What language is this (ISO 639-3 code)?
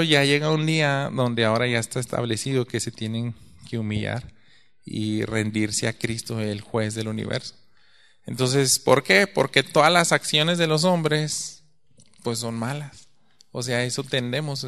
spa